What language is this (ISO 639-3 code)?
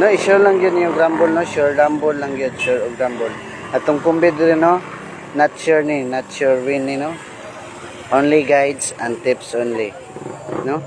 ceb